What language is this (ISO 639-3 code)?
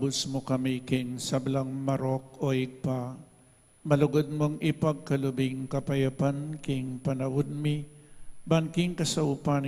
pam